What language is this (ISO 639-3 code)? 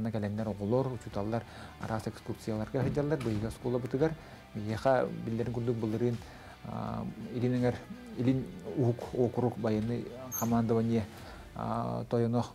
sah